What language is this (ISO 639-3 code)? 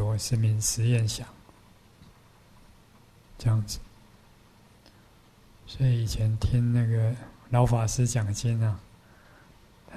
zho